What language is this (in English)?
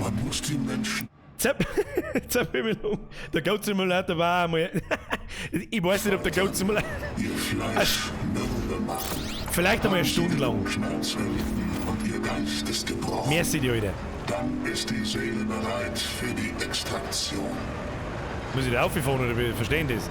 Bavarian